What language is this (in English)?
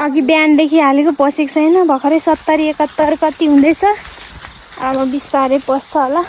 Nepali